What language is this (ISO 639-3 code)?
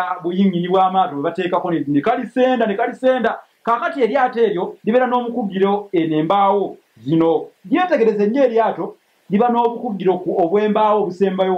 lug